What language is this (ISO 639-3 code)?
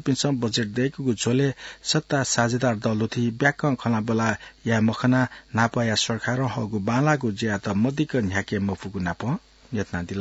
new